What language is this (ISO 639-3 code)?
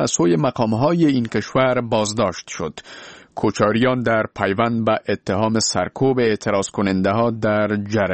fas